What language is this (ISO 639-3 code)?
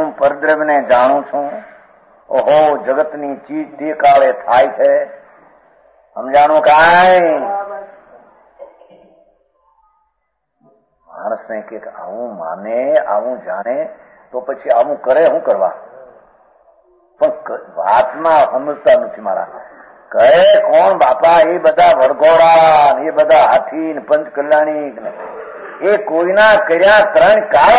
guj